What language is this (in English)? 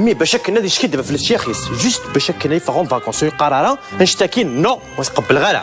Kabyle